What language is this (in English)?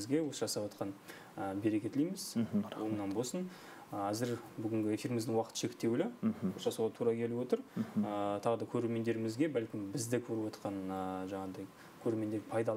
Kazakh